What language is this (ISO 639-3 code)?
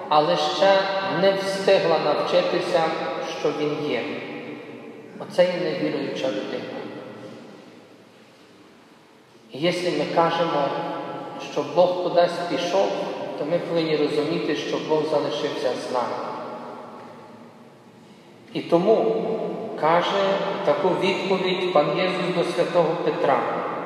ukr